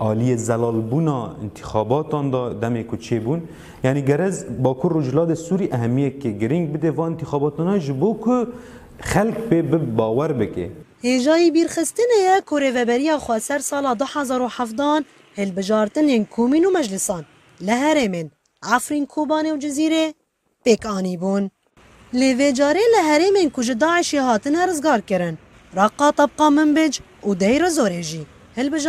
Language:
Kurdish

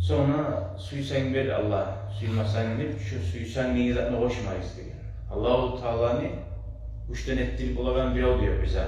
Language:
Kumyk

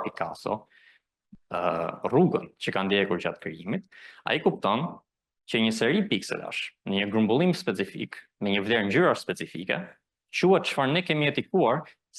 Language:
Albanian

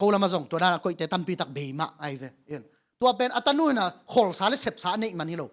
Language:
Tedim Chin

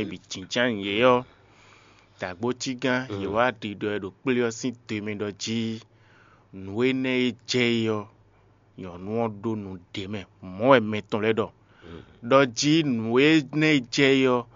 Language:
Fon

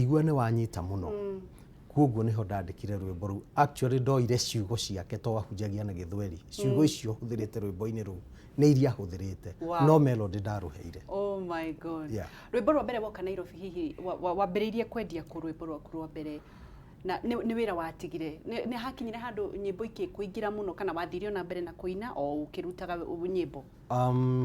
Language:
Kikuyu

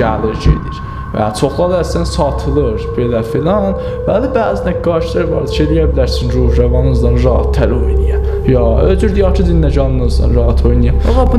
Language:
South Azerbaijani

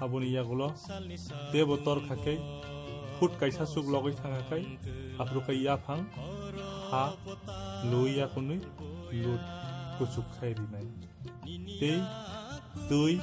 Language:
Kok Borok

